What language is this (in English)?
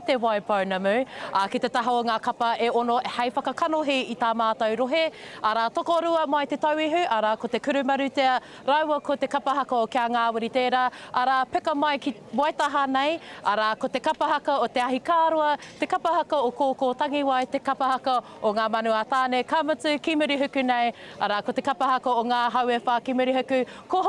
Māori